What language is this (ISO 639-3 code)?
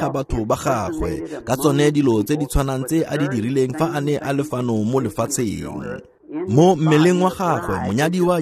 tsn